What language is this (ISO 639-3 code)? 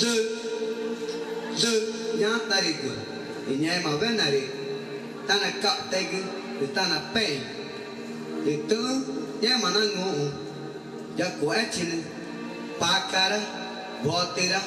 tca